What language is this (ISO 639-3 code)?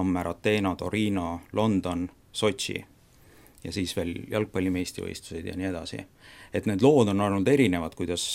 est